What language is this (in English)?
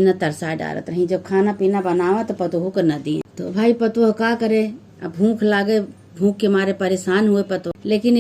Awadhi